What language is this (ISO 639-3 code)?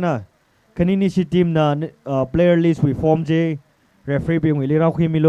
nmf